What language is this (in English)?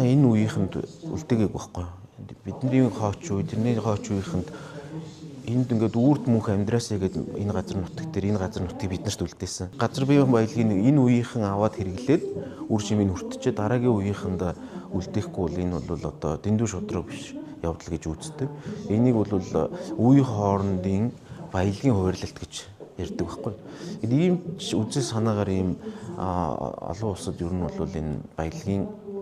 Mongolian